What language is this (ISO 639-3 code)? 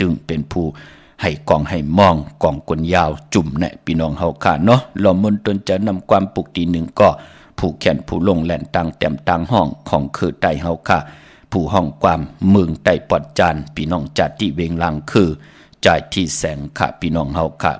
shn